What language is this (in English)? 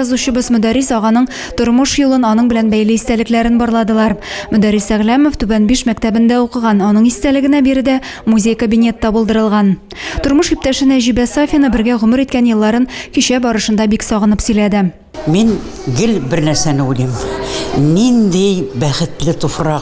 Tatar